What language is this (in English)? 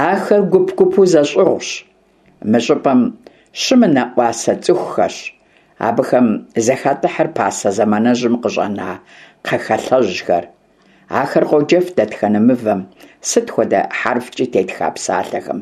Kabardian